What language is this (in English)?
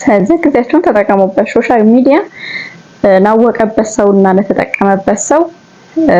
Amharic